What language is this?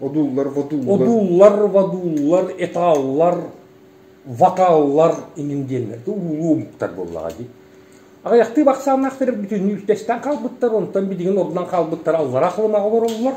Yakut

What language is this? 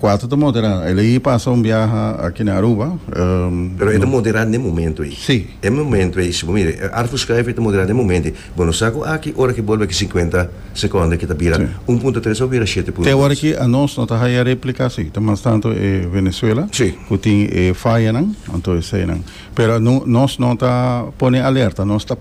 Papiamento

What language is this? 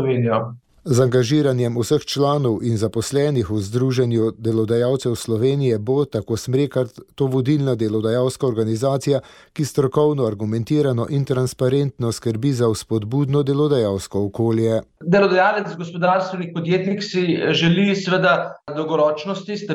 Slovenian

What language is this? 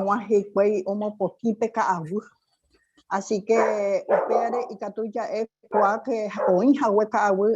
Guarani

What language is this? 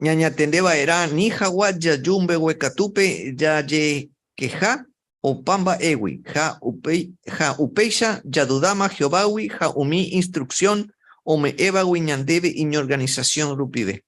Guarani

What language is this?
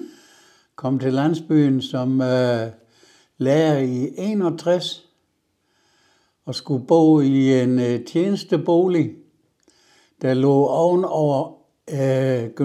Danish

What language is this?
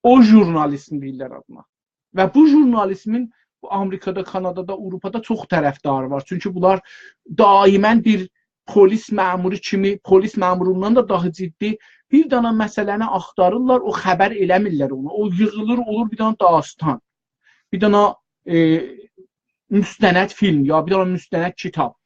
South Azerbaijani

